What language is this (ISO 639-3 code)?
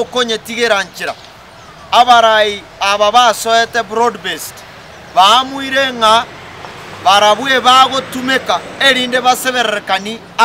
guz